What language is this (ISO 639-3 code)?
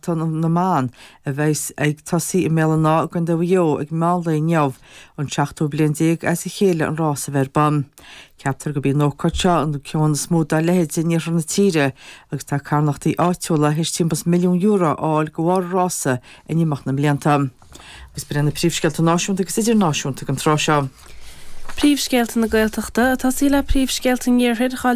gle